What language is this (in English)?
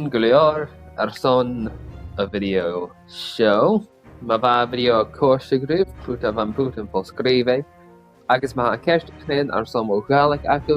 Scottish Gaelic